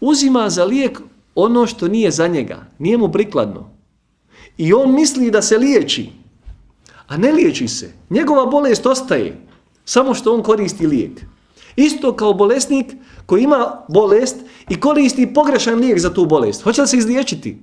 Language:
Bosnian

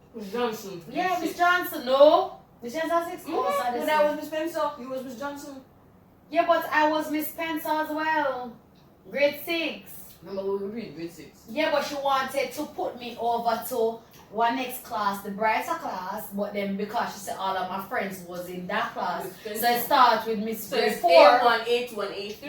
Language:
Jamaican Creole English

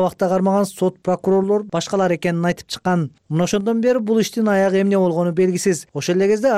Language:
Kyrgyz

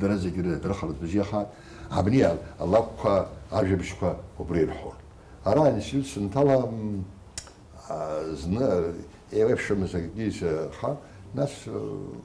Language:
Abkhazian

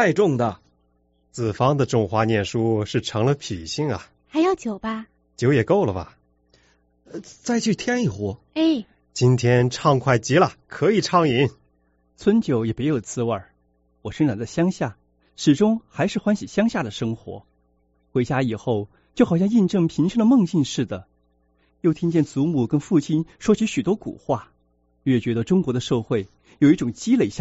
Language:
Chinese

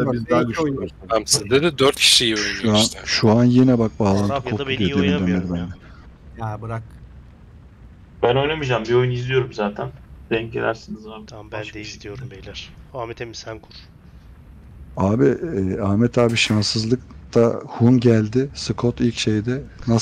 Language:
Turkish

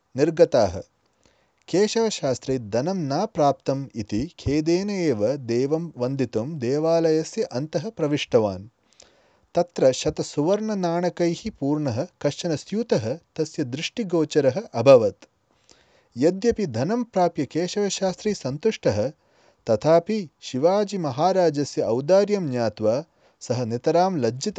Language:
Sanskrit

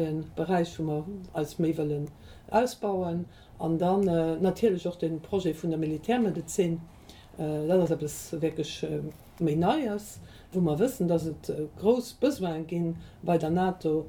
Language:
Luxembourgish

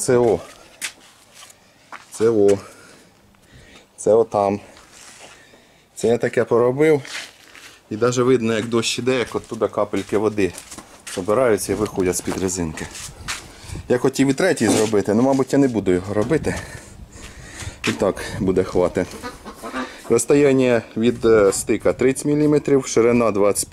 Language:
Ukrainian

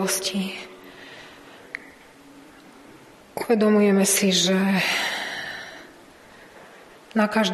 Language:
Slovak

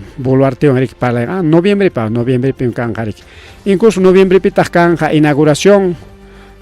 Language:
Ayacucho Quechua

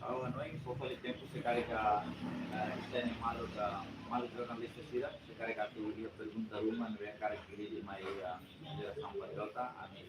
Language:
Tetum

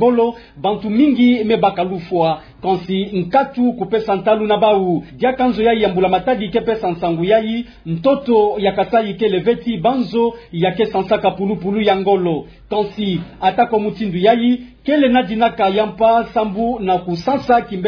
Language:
Kituba (Democratic Republic of Congo)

